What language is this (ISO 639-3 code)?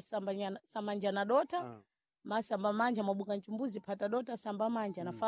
seh